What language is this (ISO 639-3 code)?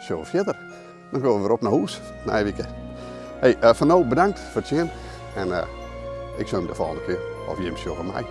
fry